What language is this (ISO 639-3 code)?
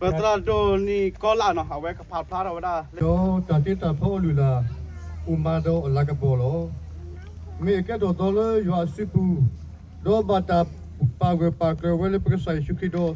ksw